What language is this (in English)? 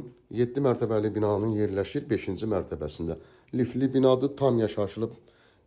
Azerbaijani